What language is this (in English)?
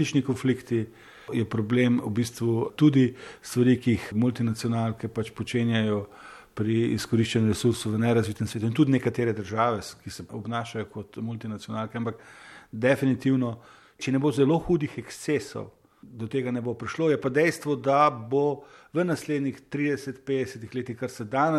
Slovenian